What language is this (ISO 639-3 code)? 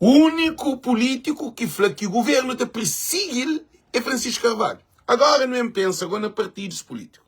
kea